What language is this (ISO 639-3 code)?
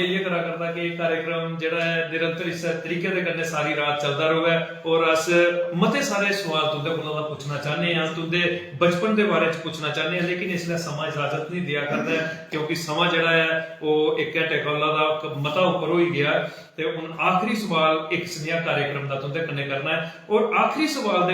doi